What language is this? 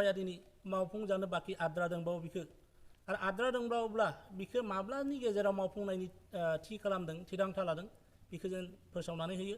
Bodo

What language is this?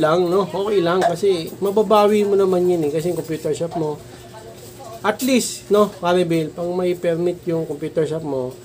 Filipino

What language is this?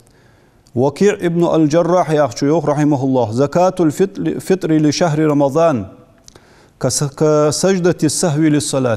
Ingush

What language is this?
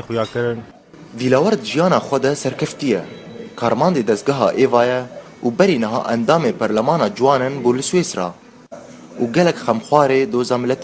Kurdish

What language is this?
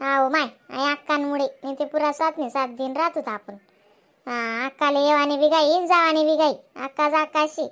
Khandesi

